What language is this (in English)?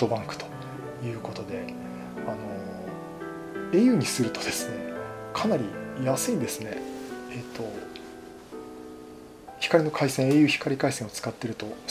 Japanese